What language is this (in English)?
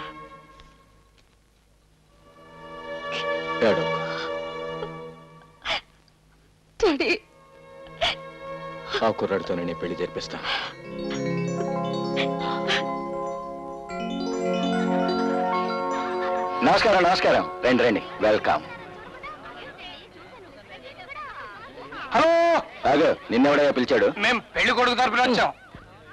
Telugu